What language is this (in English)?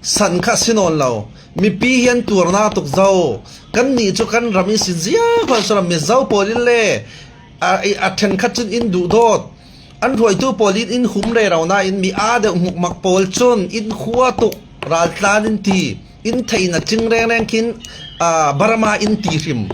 Falam Chin